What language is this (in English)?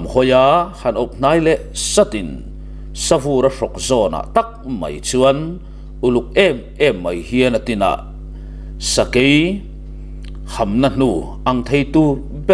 Mizo